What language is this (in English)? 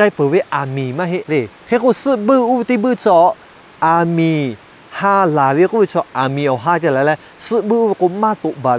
Lahu